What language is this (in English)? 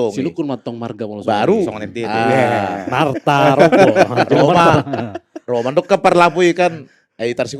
Batak Toba